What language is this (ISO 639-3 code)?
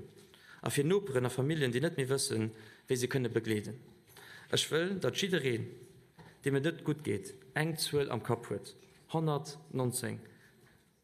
ltz